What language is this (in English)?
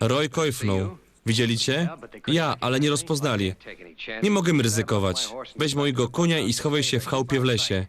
Silesian